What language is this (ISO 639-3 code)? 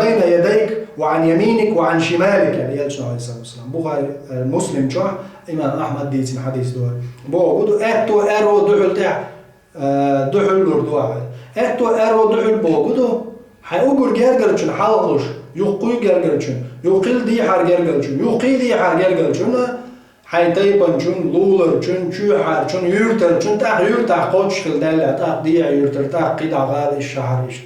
che